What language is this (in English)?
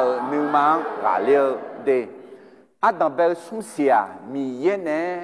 Akha